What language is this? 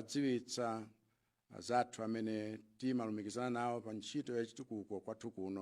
Nyanja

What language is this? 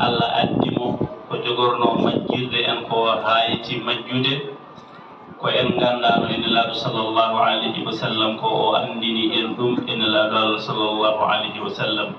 Fula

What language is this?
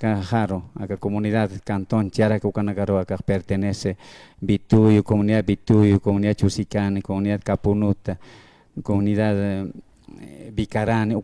Aymara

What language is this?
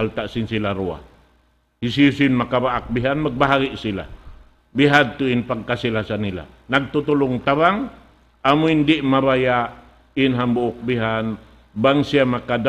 Tausug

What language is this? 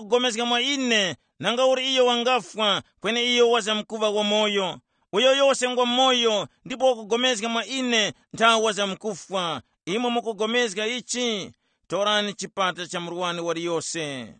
Tumbuka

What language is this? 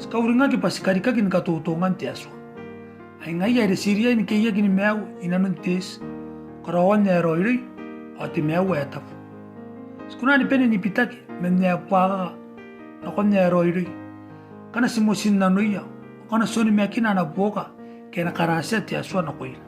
Gilbertese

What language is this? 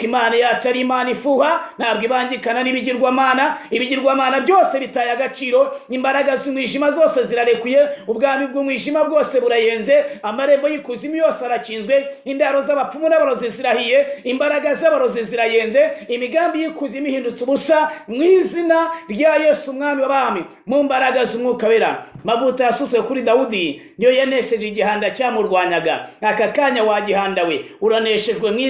Kinyarwanda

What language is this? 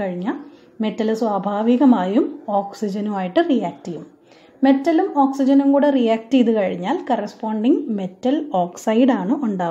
Malayalam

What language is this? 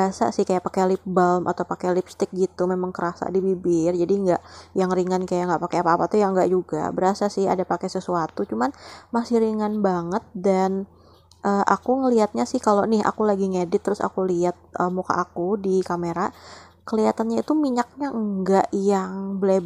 Indonesian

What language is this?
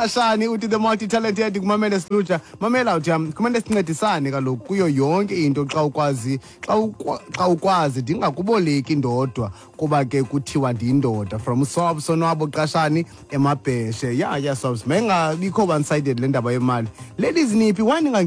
Xhosa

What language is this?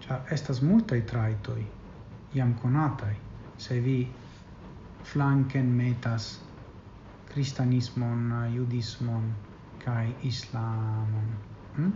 Esperanto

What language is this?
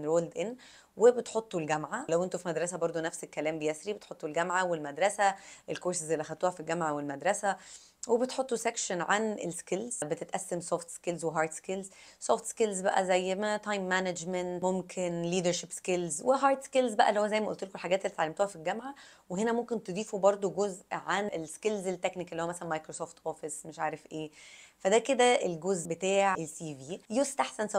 Egyptian Arabic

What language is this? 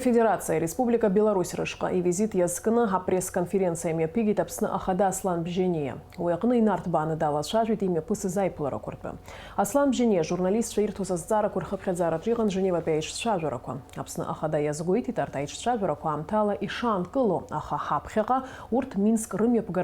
Abkhazian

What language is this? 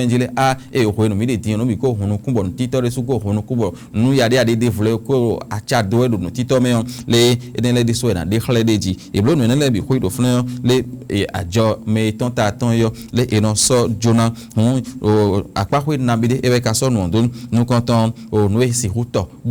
Fon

